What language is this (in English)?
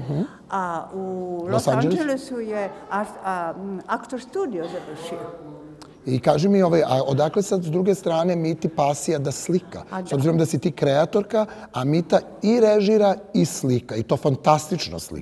Serbian